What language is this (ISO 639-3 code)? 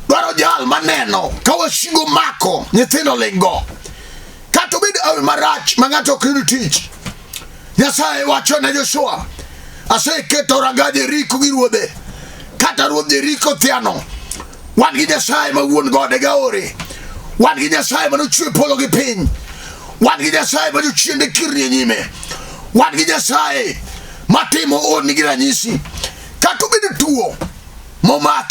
luo